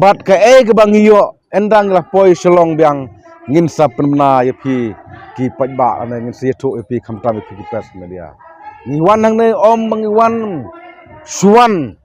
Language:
Khasi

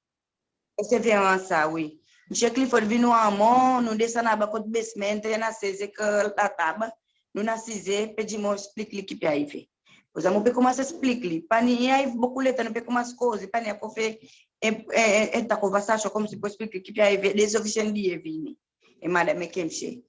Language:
Seselwa Creole French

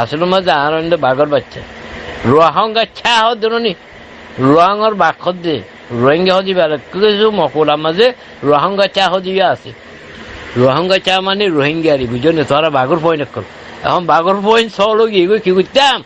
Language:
Rohingya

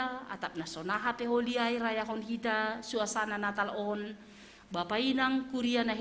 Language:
Batak Simalungun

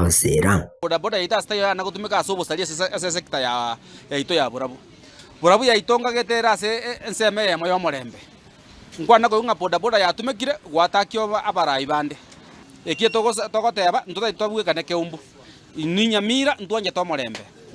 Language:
Gusii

